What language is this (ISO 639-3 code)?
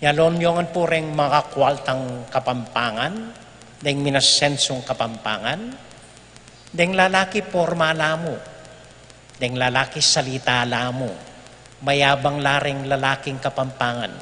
pam